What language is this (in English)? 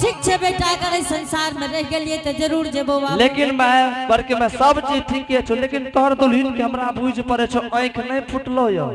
Angika